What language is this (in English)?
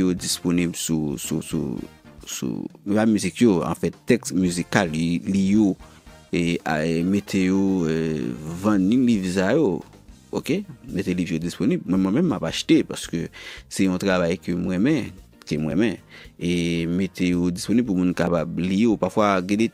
Haitian Creole